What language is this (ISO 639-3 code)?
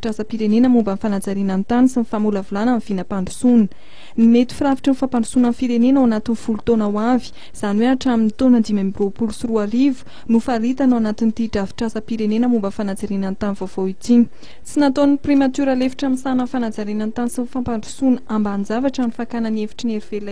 mlg